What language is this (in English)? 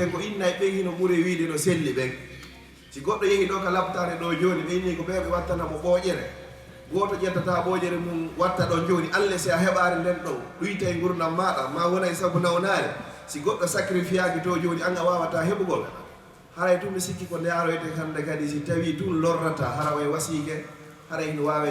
Fula